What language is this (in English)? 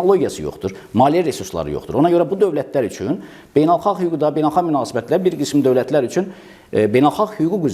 Azerbaijani